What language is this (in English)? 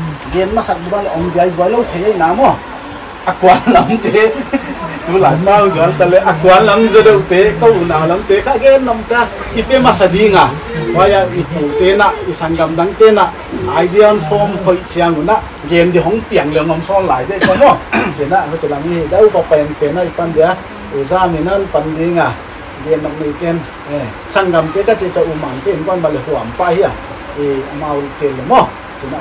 Paite Chin